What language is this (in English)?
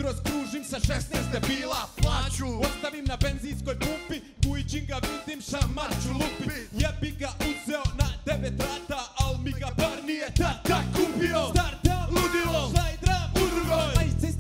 Croatian